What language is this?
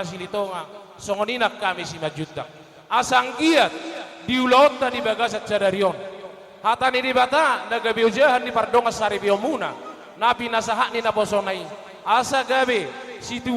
Batak Toba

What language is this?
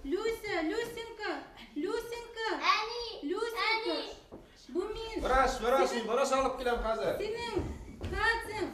Bashkir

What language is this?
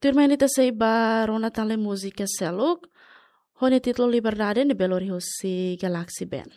Tetum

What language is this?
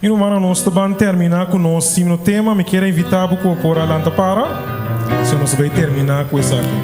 Papiamento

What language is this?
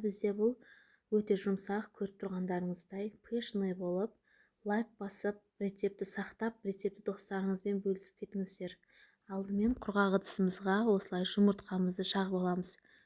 Kazakh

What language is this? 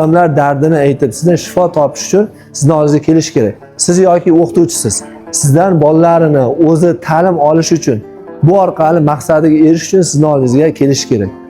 Uzbek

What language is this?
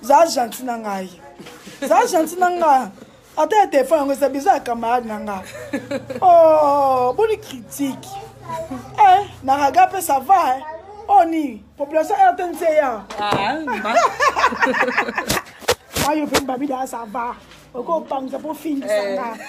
Lingala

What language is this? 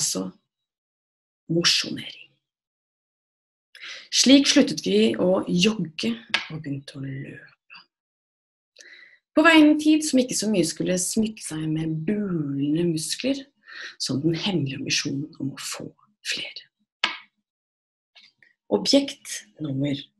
Norwegian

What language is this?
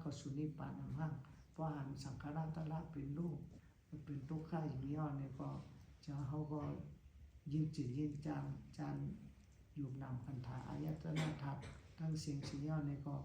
Shan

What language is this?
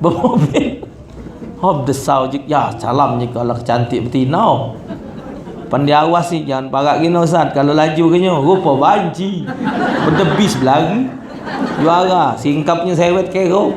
Musi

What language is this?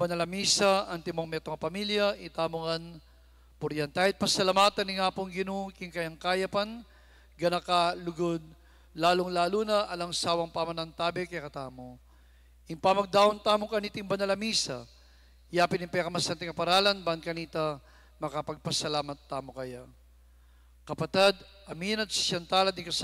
Pampanga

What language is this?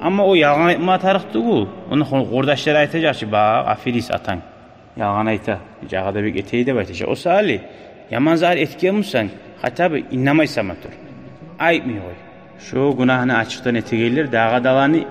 Kumyk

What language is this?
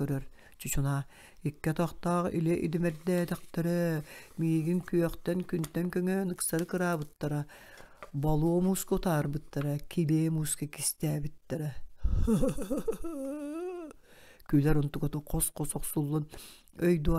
Yakut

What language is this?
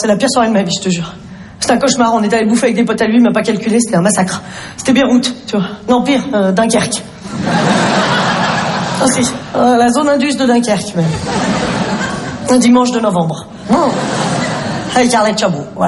French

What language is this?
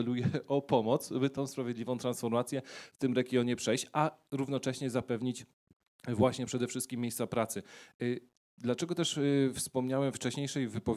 Polish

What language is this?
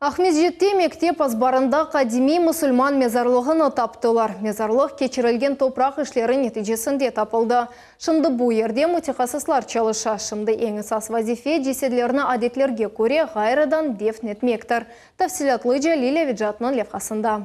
Crimean Tatar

